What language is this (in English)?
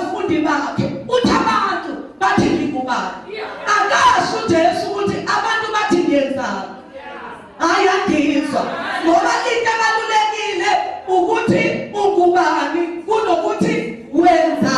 Zulu